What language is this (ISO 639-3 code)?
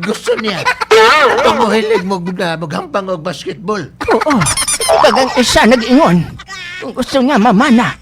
hil